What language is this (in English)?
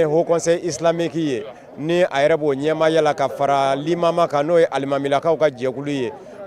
Bambara